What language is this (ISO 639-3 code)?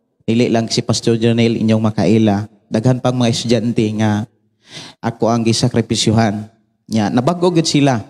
ceb